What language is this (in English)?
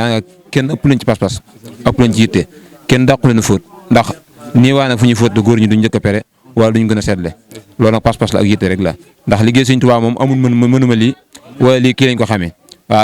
Wolof